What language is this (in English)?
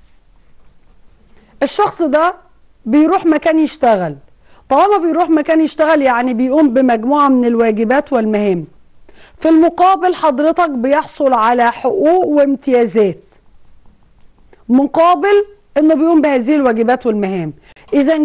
Egyptian Arabic